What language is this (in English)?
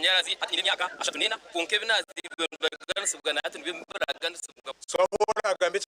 Nyankole